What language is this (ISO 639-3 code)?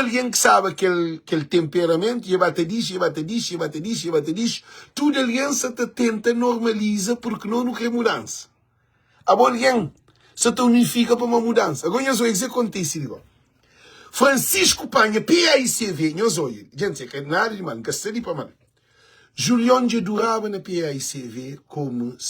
kea